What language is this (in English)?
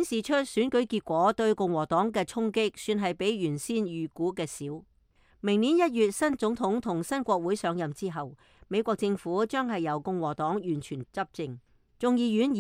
Cantonese